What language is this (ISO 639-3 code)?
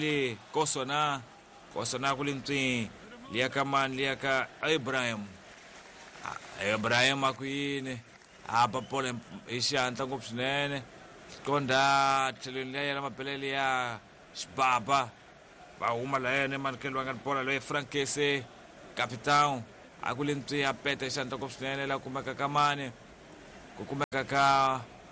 tso